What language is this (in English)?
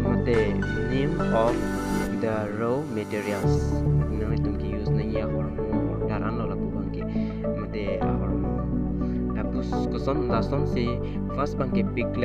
Karbi